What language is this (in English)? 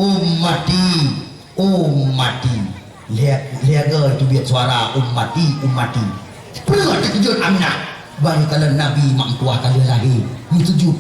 Achinese